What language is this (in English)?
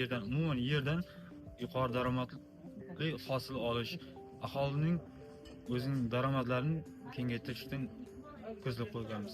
Uzbek